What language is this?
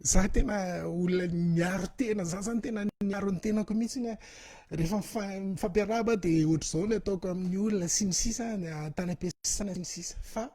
Malagasy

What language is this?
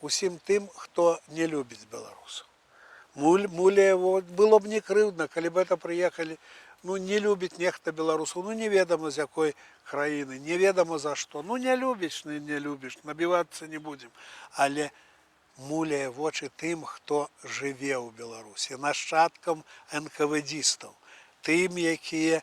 Belarusian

